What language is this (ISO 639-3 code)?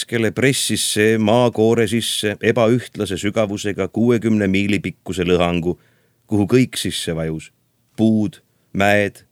est